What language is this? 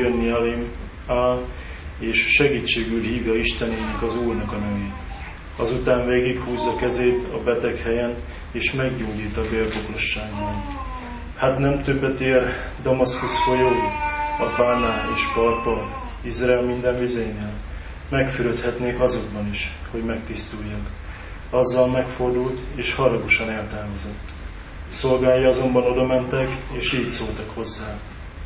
Hungarian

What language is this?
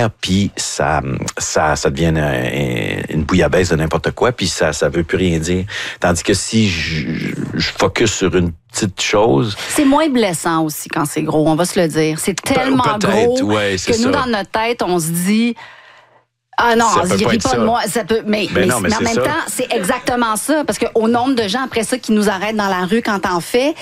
French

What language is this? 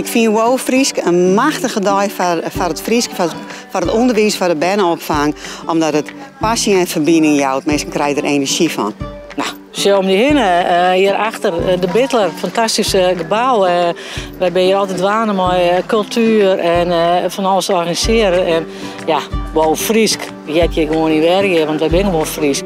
Western Frisian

